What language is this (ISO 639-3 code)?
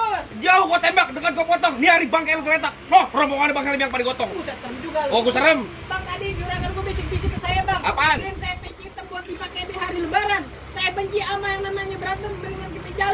bew